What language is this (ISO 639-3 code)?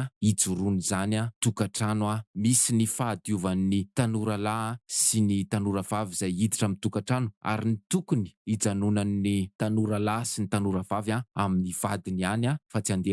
mlg